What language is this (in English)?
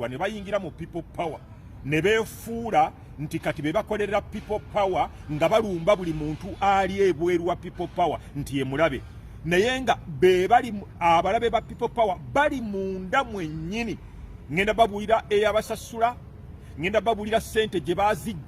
Ganda